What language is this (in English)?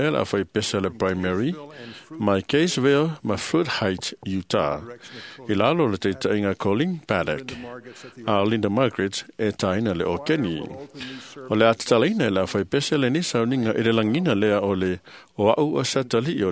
Samoan